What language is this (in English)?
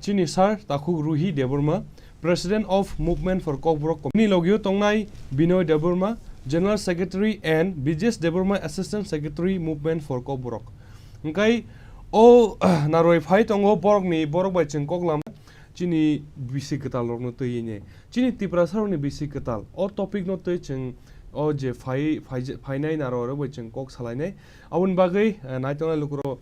Kok Borok